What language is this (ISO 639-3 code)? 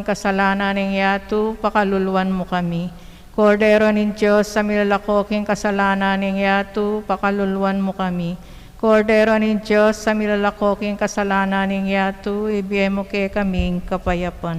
pam